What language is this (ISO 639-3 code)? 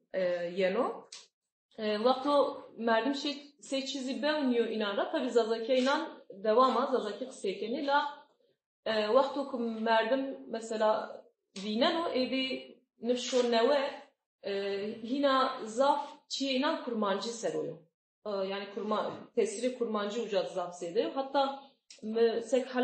zza